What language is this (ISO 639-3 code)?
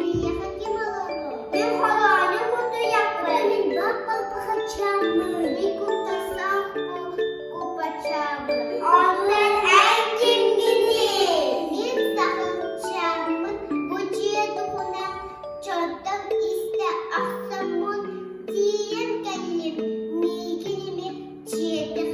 sah